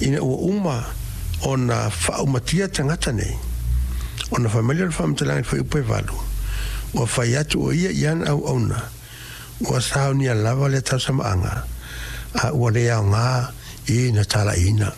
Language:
Samoan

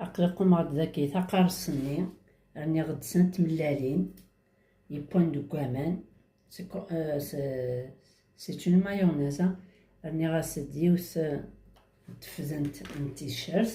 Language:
Kabyle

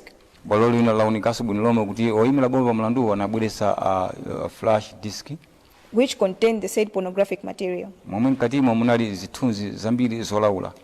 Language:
Nyanja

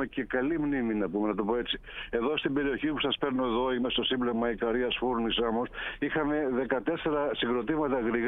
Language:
Greek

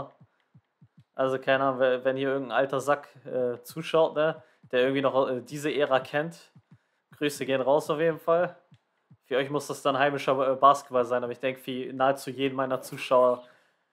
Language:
German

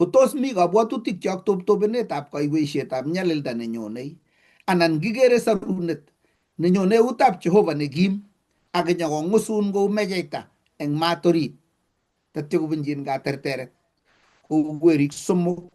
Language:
Kalenjin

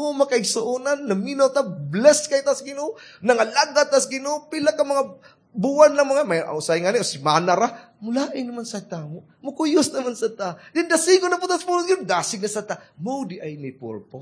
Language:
Cebuano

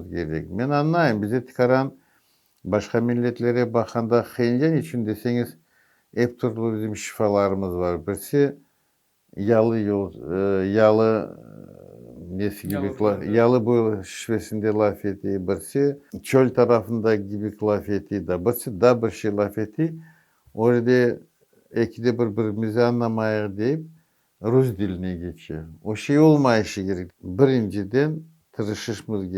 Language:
Crimean Tatar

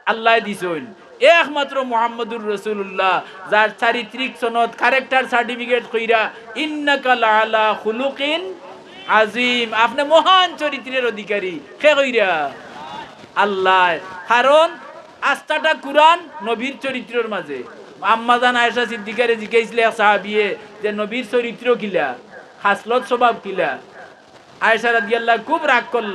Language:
Sylheti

